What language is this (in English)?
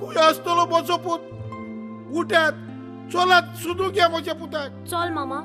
Konkani